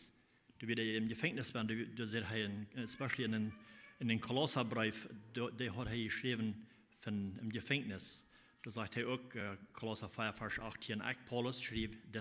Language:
Plautdietsch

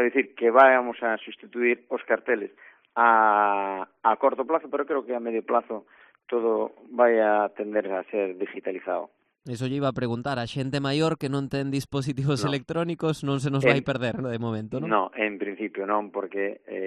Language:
Galician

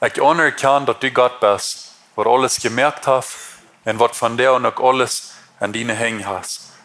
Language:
Plautdietsch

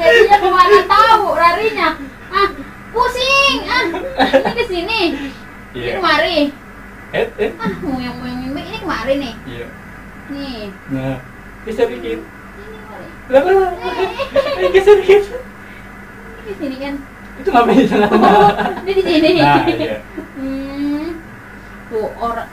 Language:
Betawi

